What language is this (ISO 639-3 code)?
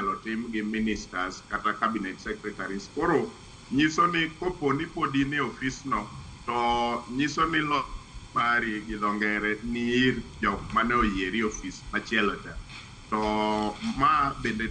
luo